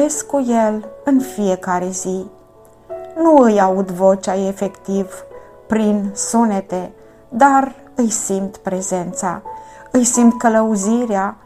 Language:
Romanian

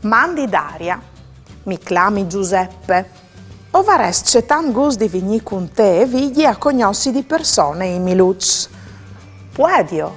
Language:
Friulian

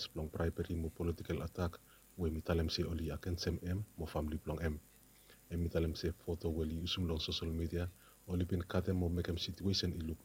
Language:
Bislama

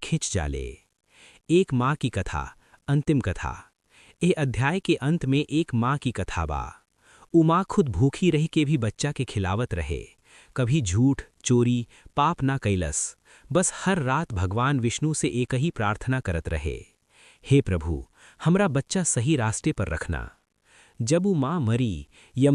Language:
Bhojpuri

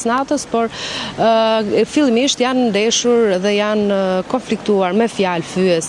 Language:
Albanian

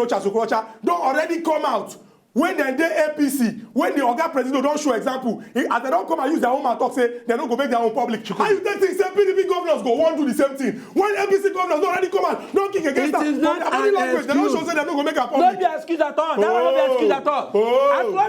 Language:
Nigerian Pidgin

